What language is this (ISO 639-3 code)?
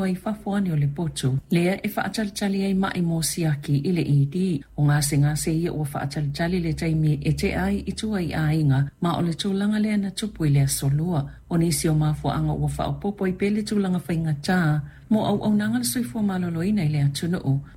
smo